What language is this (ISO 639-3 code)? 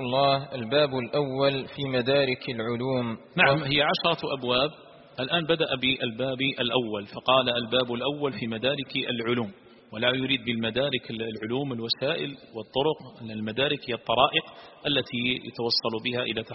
ara